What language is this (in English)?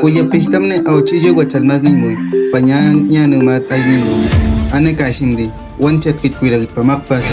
Awa-Cuaiquer